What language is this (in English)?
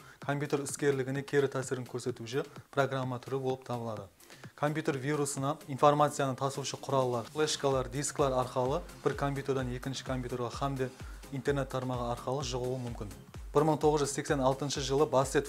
Kara-Kalpak